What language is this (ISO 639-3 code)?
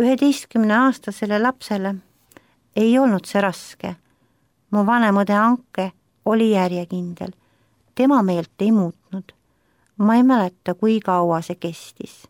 est